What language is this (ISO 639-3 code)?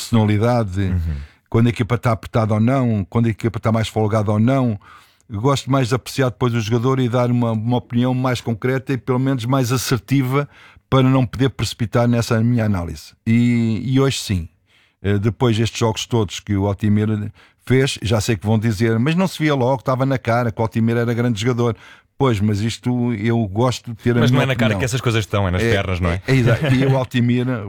por